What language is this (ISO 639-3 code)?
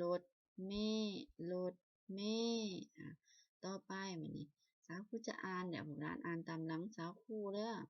lao